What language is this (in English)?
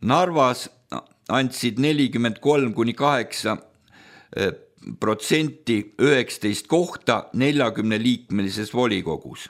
Estonian